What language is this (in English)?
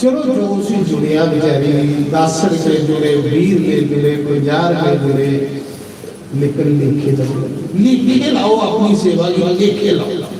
Dogri